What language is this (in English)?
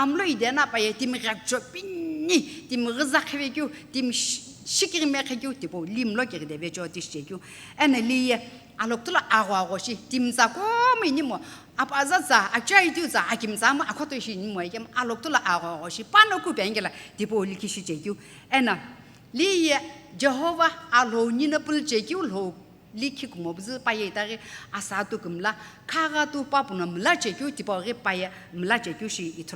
Sumi Naga